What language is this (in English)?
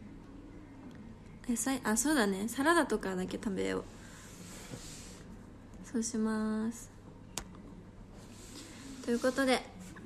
Japanese